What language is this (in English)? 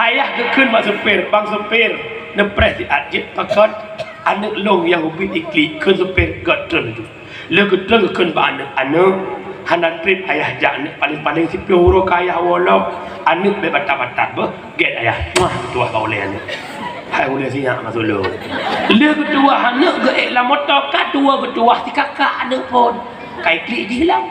Achinese